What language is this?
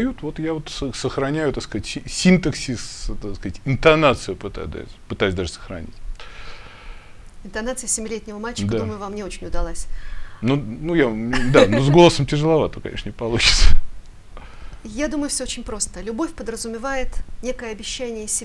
Russian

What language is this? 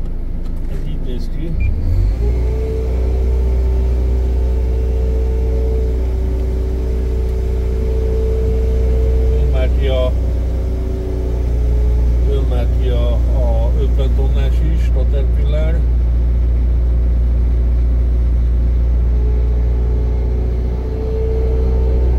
Hungarian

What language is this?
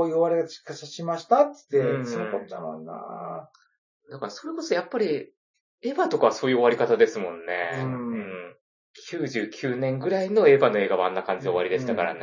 Japanese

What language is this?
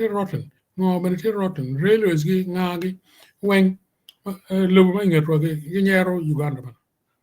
Acoli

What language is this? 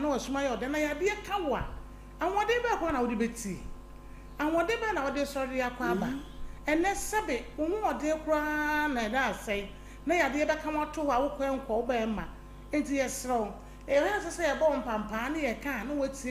Akan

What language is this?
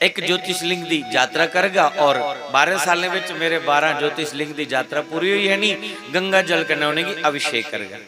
Dogri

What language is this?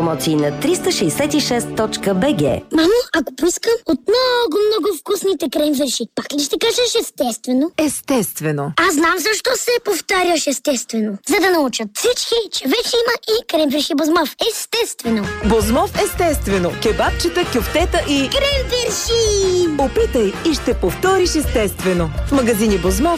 Bulgarian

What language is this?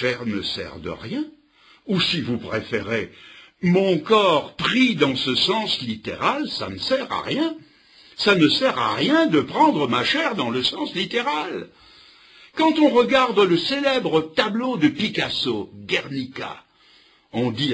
French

